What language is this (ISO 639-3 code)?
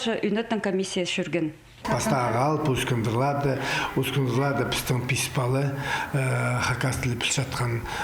kjh